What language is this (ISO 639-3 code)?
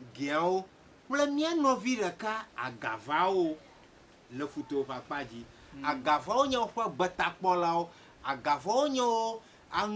ewe